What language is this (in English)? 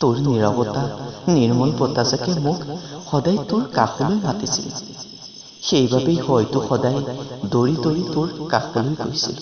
Assamese